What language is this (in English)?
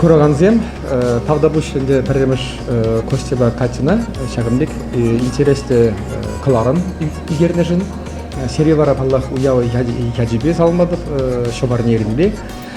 Chuvash